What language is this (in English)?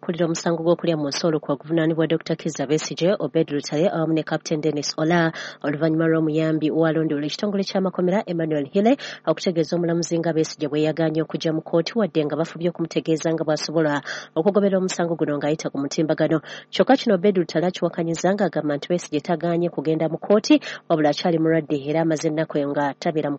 Ganda